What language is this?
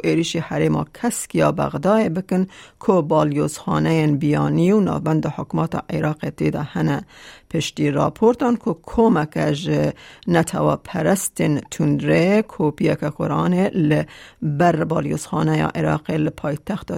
Kurdish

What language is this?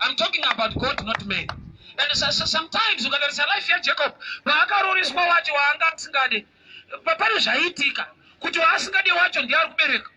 Shona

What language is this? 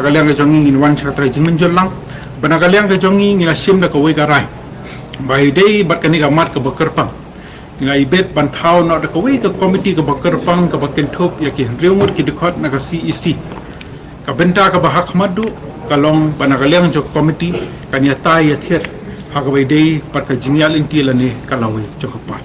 Khasi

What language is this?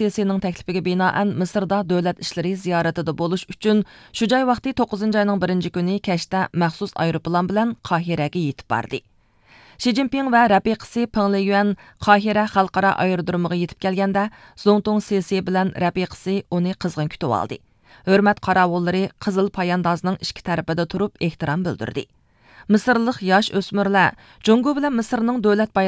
Uyghur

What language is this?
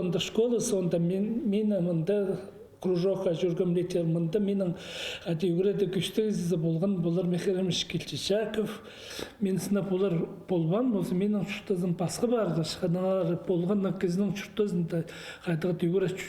Khakas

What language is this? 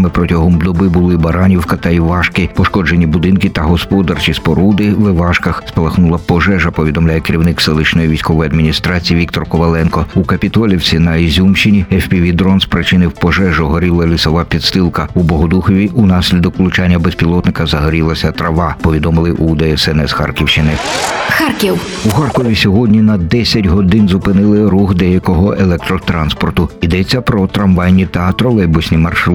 Ukrainian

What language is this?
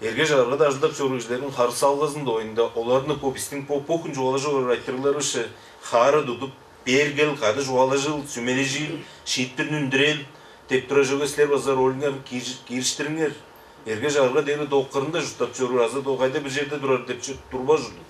Tuvinian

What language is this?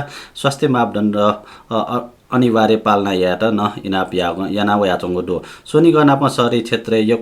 Newari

